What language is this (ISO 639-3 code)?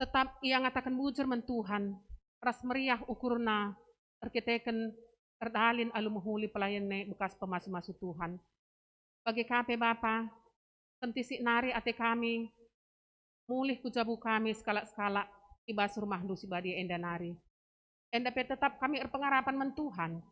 btx